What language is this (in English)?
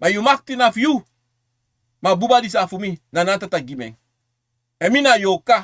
Sranan Tongo